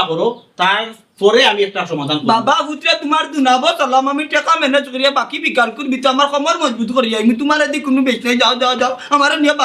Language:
Sylheti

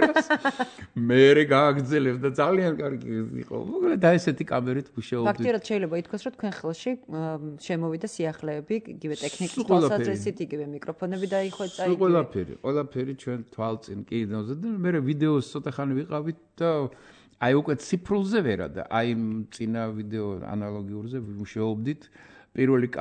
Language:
Georgian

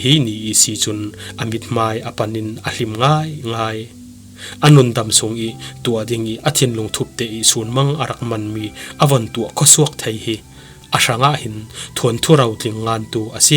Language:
Falam Chin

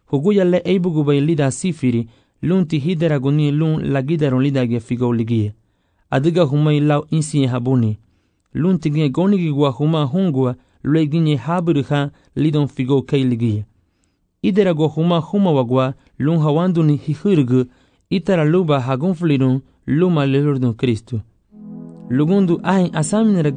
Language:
Garifuna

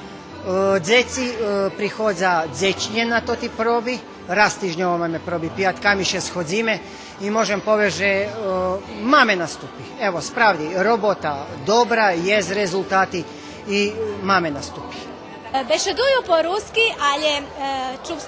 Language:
Rusyn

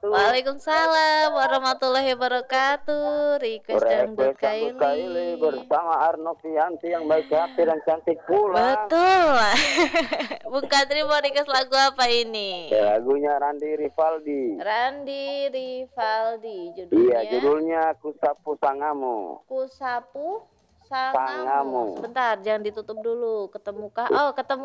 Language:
Indonesian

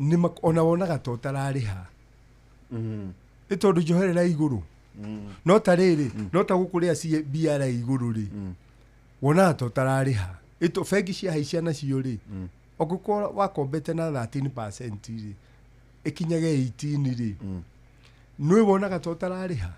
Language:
Kikuyu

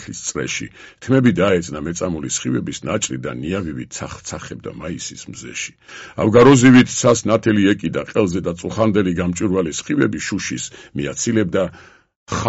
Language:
Georgian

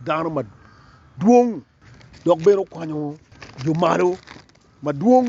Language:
Acoli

